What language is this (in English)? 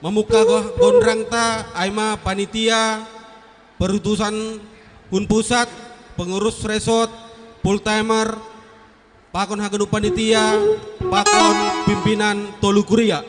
Batak Simalungun